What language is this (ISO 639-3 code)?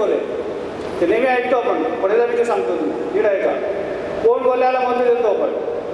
mar